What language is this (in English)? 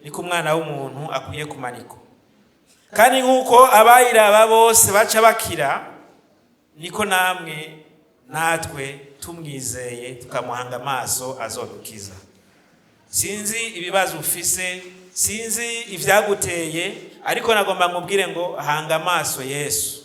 Rundi